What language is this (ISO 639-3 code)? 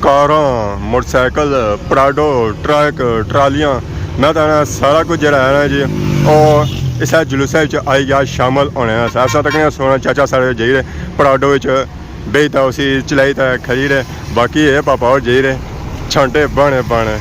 phr